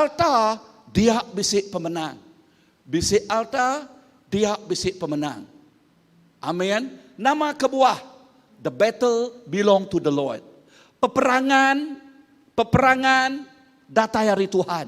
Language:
Iban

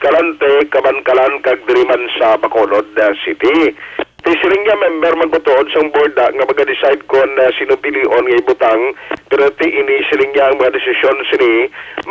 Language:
Hiligaynon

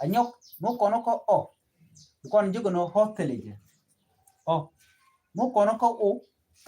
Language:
Nuer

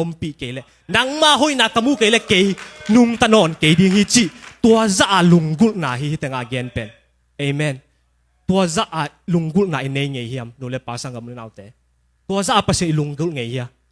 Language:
Tedim Chin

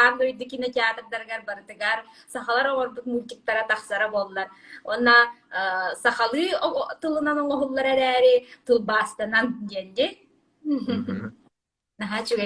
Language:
Yakut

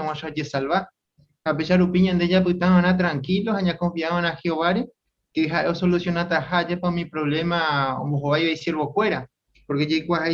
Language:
Guarani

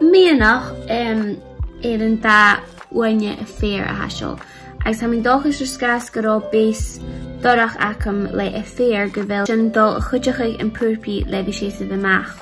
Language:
Scottish Gaelic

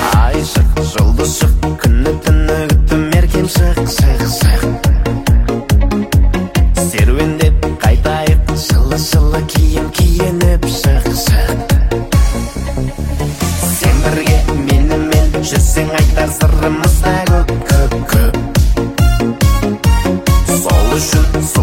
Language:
Kazakh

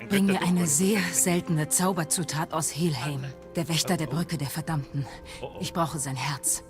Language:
Bavarian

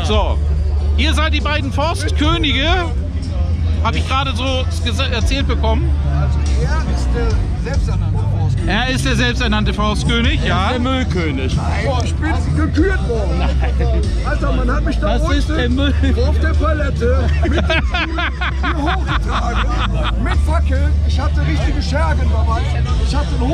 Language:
German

